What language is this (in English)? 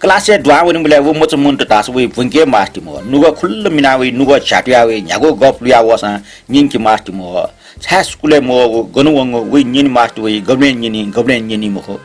Newari